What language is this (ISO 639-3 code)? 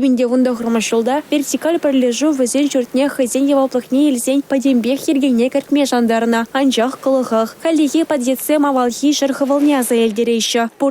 chv